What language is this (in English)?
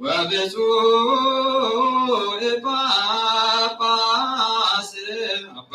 Geez